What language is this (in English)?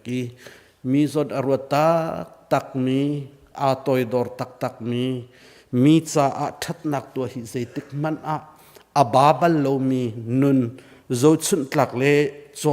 Hakha Chin